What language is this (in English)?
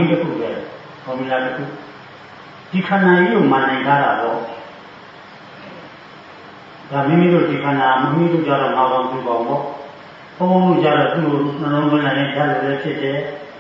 Burmese